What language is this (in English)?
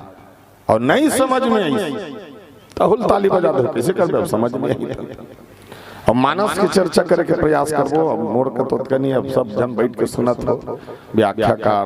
Chhattisgarhi